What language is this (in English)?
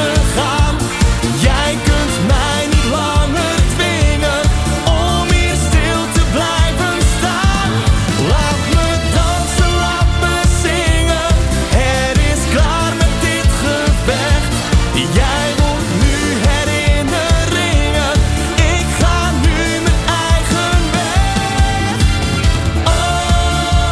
Dutch